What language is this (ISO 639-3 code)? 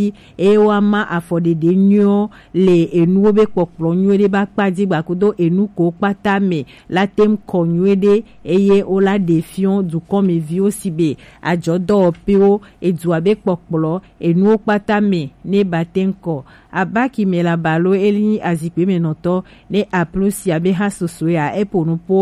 gej